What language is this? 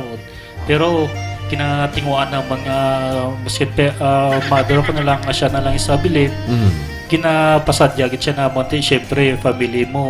Hiligaynon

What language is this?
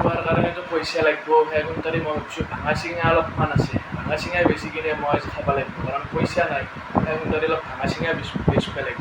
Assamese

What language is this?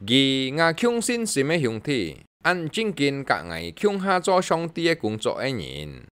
Hakka Chinese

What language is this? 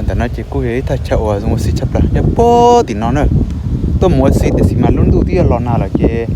Hmong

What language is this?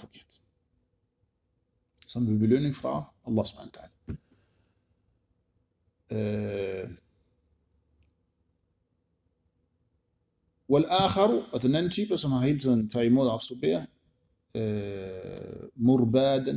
Danish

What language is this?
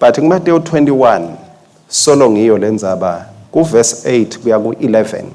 Swati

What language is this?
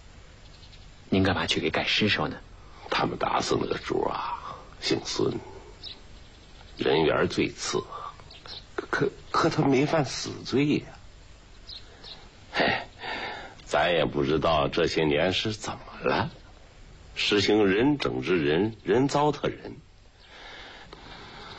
Chinese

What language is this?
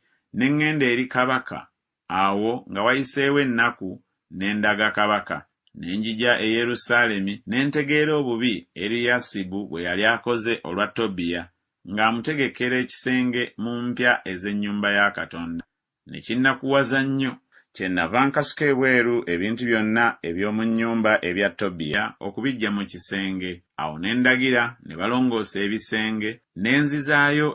Ganda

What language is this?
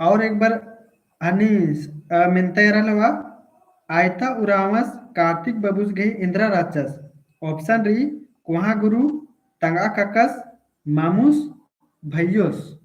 Kurukh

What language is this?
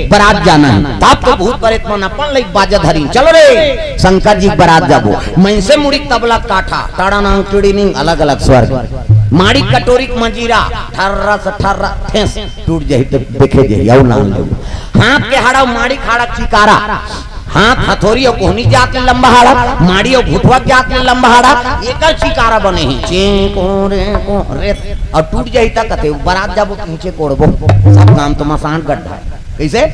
Chhattisgarhi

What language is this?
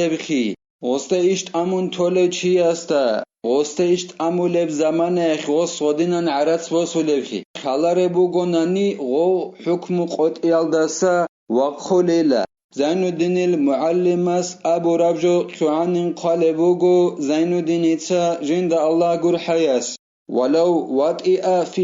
Avaric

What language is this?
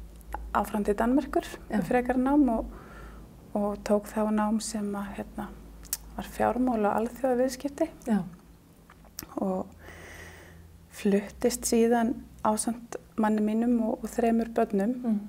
Icelandic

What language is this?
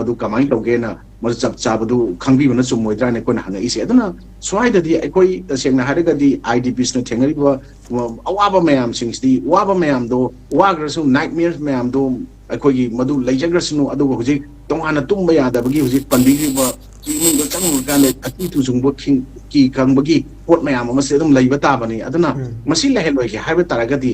Manipuri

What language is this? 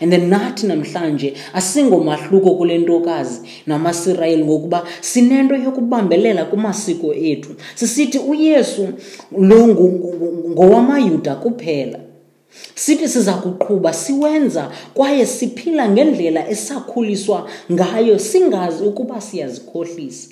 Xhosa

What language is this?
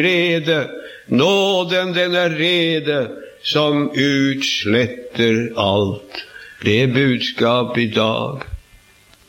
Norwegian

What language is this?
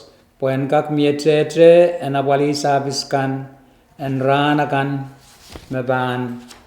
Pohnpeian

